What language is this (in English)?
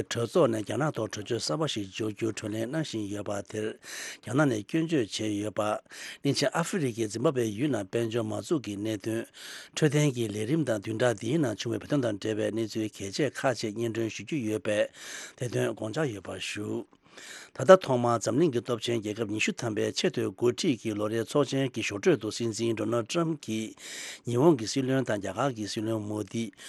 Tibetan